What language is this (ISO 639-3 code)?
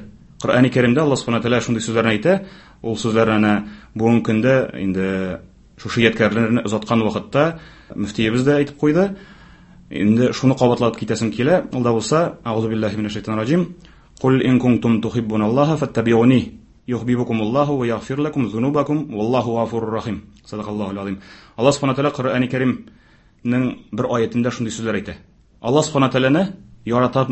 tat